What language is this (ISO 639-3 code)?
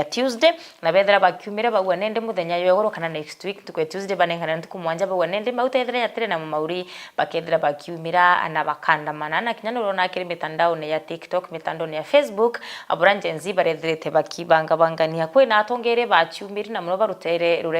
mer